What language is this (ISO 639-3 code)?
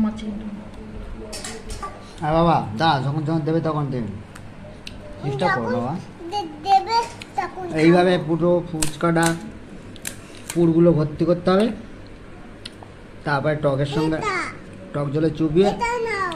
ben